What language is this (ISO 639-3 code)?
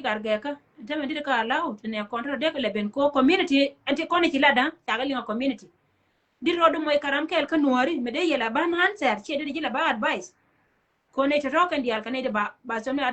nus